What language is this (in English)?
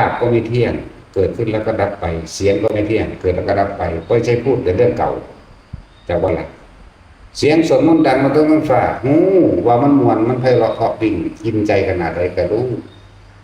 Northeastern Thai